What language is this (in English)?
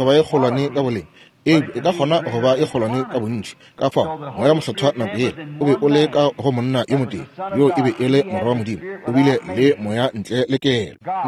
Northern Sotho